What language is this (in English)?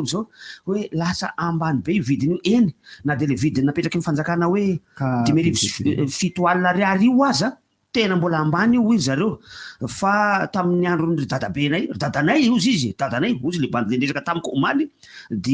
Malagasy